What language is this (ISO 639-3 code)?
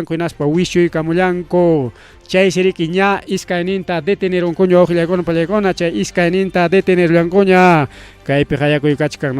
quy